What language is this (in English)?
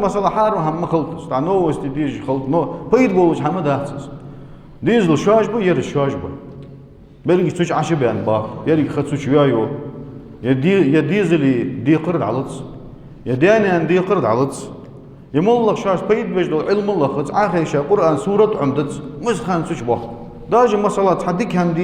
Ingush